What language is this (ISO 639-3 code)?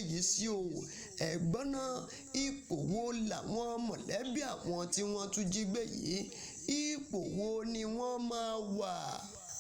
yor